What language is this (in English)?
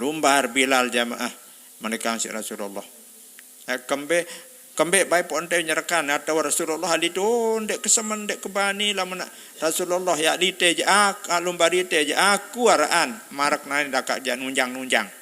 Sasak